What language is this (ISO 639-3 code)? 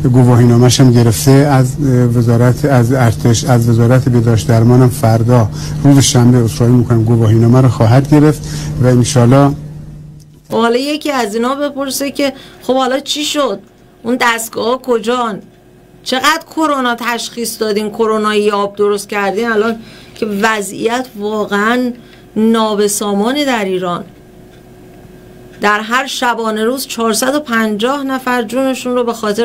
fas